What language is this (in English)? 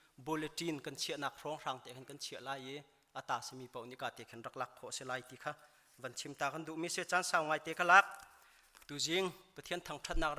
Hakha Chin